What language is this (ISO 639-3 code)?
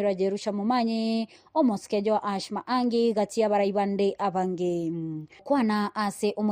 guz